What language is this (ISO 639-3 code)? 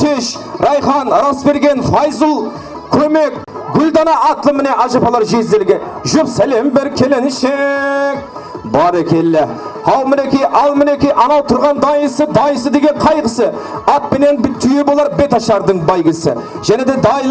kaa